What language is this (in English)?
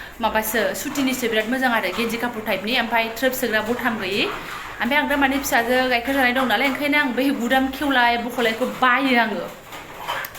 Bodo